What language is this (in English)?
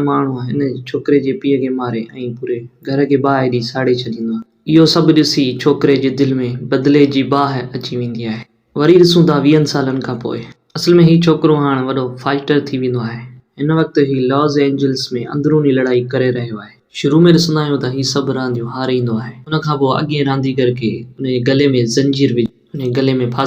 Sindhi